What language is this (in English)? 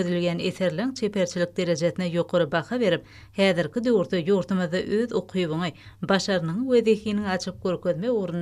Turkmen